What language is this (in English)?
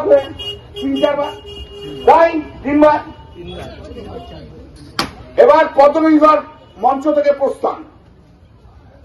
Bangla